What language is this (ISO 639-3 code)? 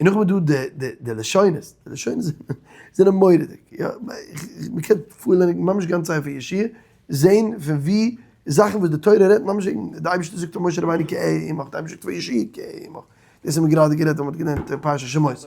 yid